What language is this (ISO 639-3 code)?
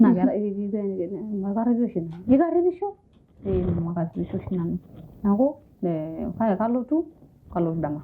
mas